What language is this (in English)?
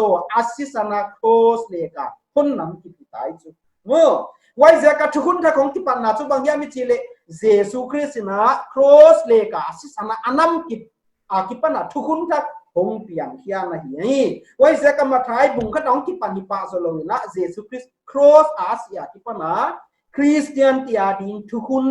Paite Chin